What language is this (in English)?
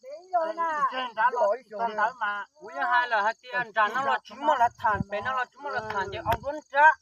Hmong